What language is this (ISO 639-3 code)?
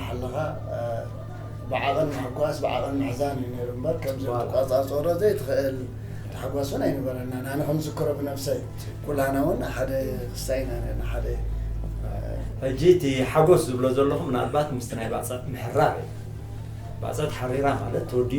tir